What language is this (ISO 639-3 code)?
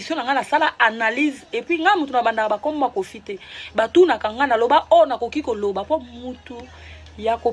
lin